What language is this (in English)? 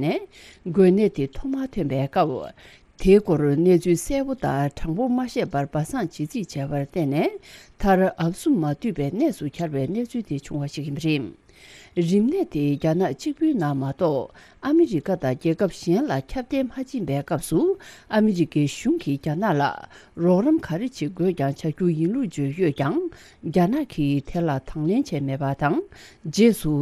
Tibetan